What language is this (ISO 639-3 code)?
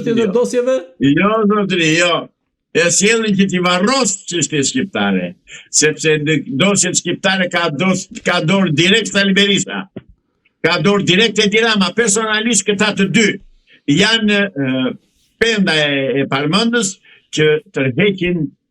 sqi